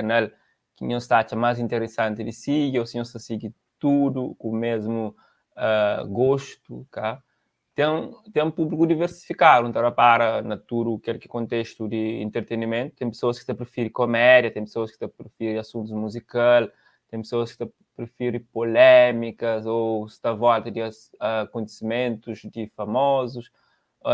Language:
Kabuverdianu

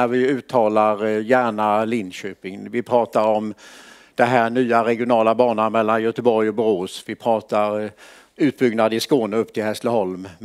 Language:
Swedish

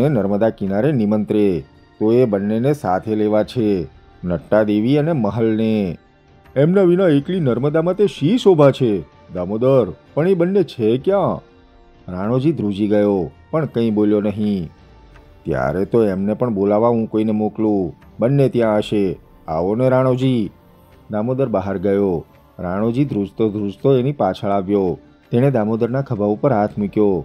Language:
Gujarati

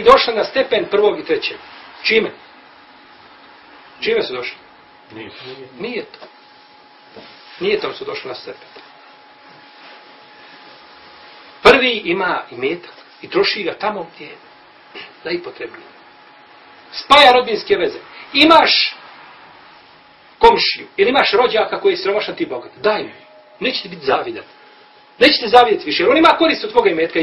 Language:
Bosnian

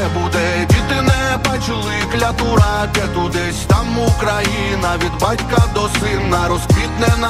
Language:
Ukrainian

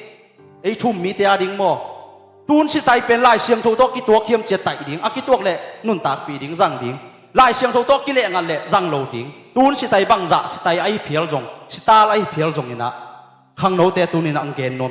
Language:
Tedim Chin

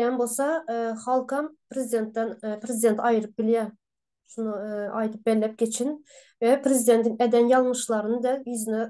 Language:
Turkmen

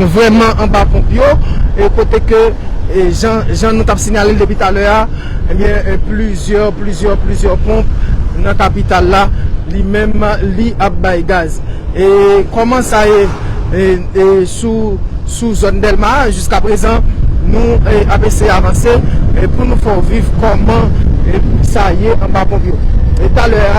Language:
Haitian Creole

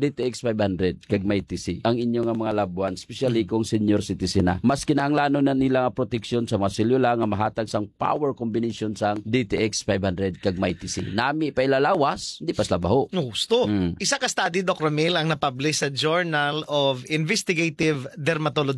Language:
Hiligaynon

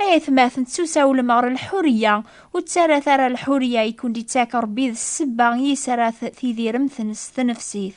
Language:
Kabyle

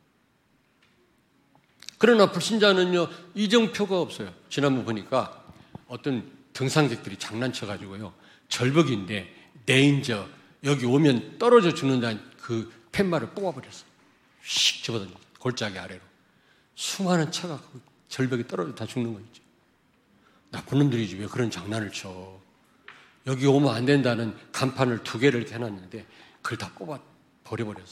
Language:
Korean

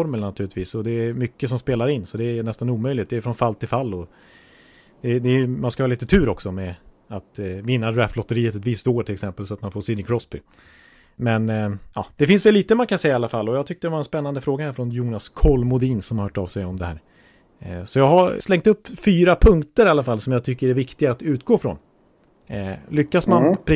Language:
Swedish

